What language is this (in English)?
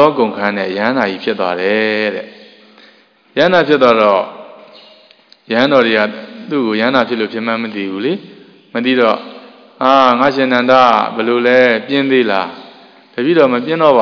Burmese